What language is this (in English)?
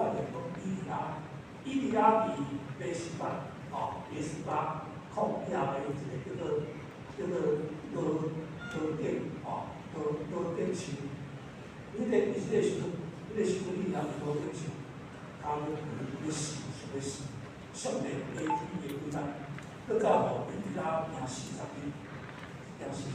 Min Nan Chinese